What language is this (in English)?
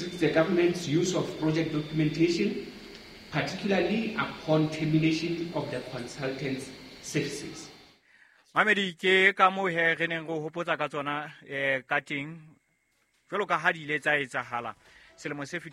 Southern Sotho